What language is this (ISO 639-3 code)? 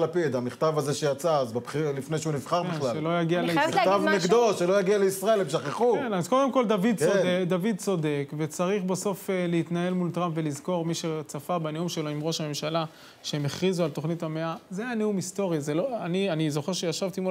heb